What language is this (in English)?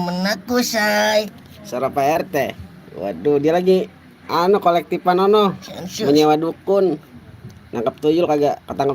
Betawi